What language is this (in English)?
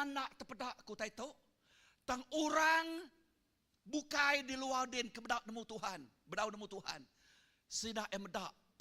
Iban